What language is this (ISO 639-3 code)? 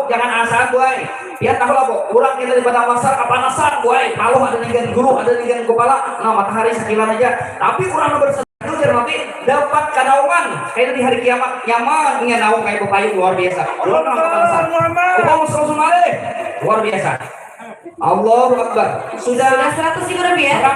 bjn